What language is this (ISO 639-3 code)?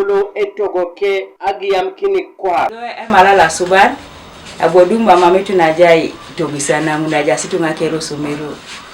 teo